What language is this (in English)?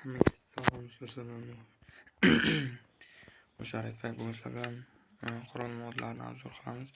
Uzbek